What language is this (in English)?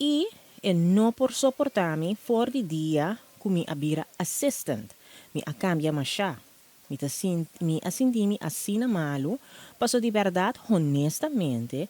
Papiamento